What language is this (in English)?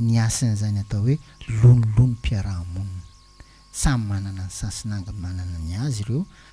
Malagasy